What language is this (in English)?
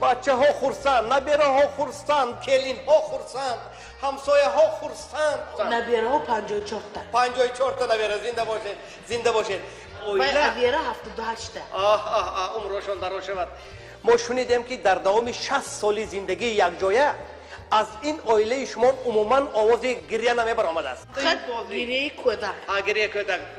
Tajik